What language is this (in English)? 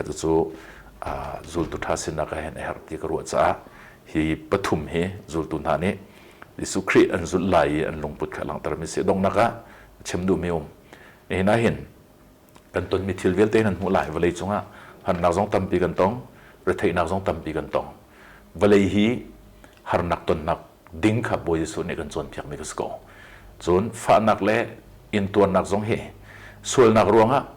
Hakha Chin